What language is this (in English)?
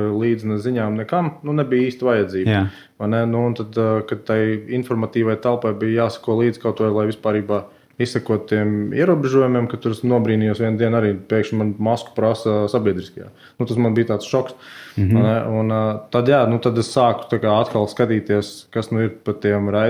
Latvian